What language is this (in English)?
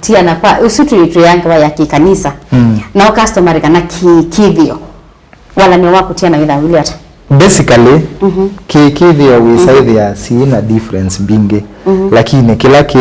Kamba